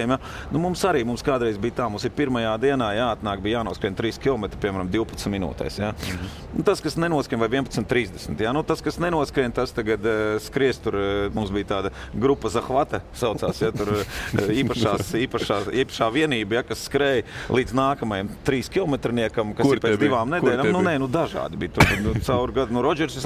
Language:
Latvian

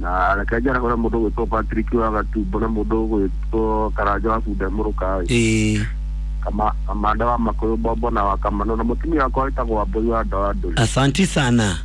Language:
Kikuyu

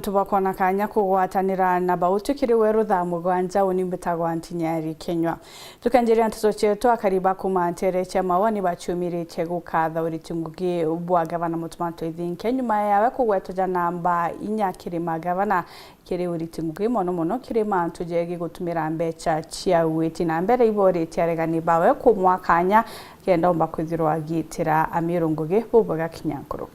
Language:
Meru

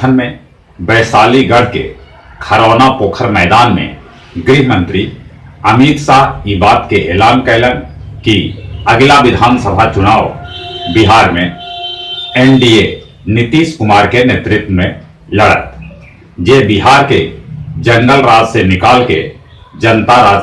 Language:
Magahi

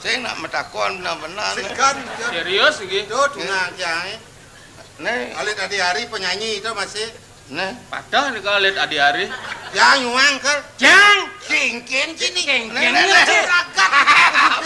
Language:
Balinese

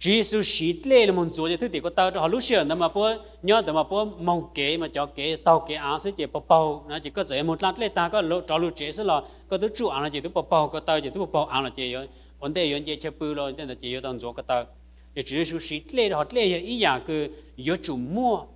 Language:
Hmong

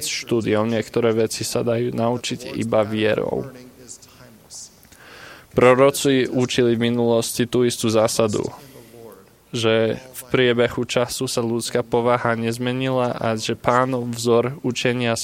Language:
Slovak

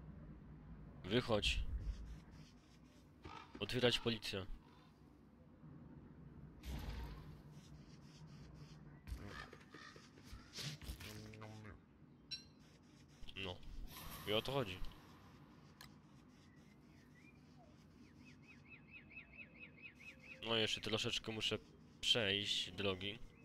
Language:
Polish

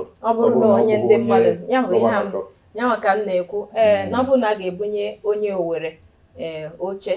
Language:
Igbo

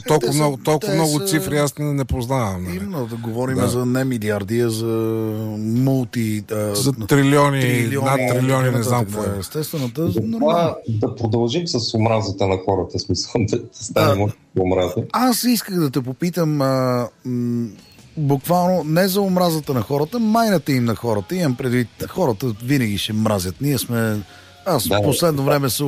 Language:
Bulgarian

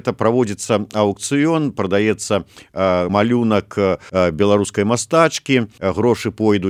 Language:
Belarusian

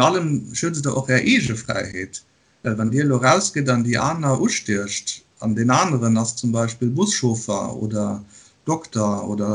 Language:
Luxembourgish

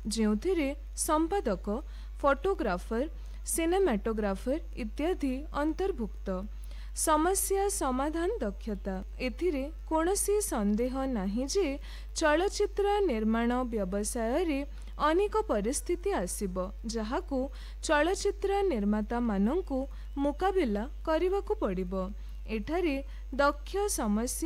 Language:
Odia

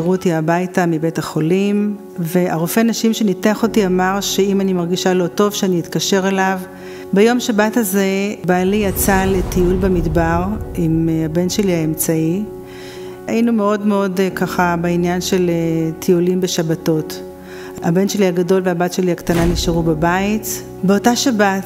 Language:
Hebrew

